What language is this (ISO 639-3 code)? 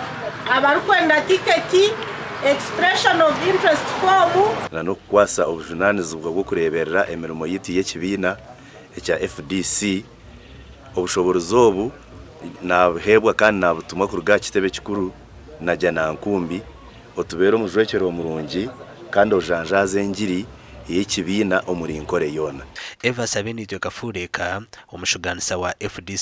nyn